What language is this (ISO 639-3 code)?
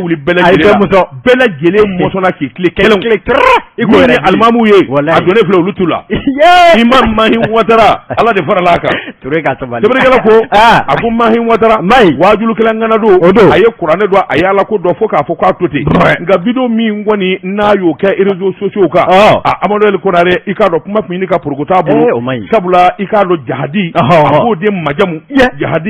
bam